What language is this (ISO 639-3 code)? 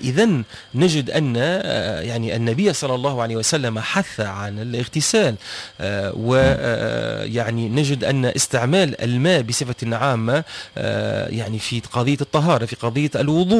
aeb